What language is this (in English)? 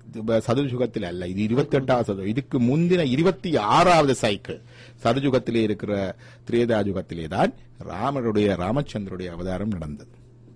Tamil